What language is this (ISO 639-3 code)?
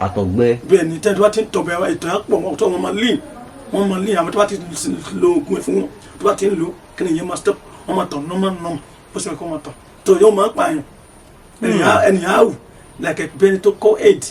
yor